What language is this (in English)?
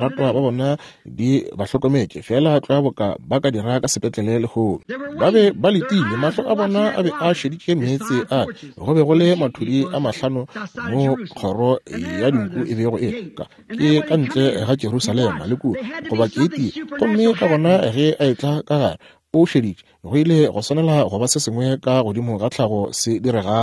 Northern Sotho